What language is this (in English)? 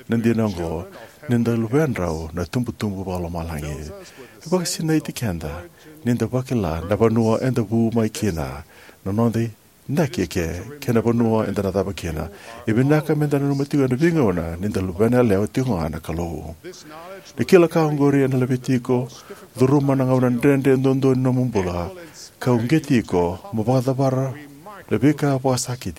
Fijian